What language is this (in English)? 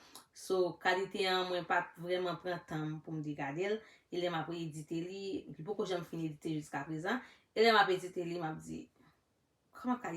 Haitian Creole